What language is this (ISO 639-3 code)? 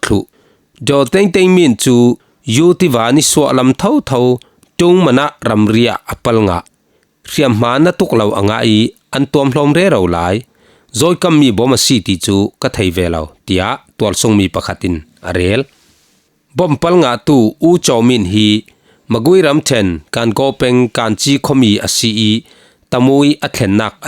cfm